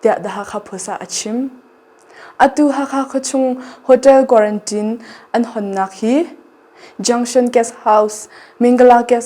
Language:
Hakha Chin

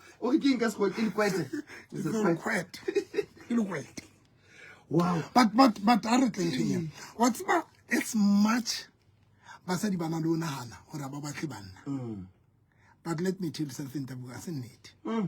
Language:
Southern Sotho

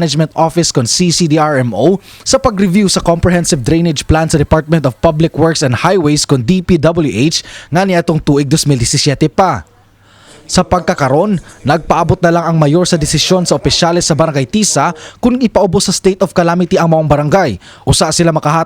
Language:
Cebuano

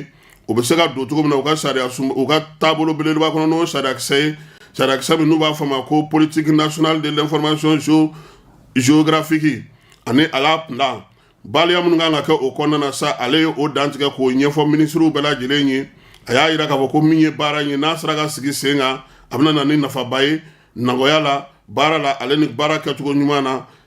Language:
Bambara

